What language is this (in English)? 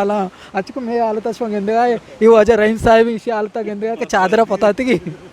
Eastern Balochi